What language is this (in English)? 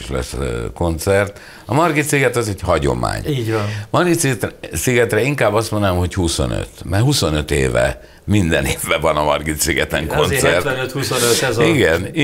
Hungarian